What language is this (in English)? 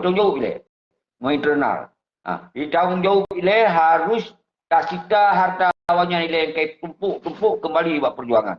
Achinese